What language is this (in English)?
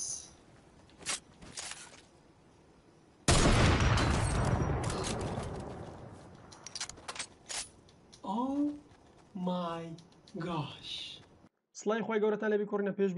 Central Kurdish